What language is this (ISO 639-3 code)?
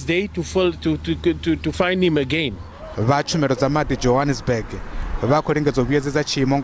ven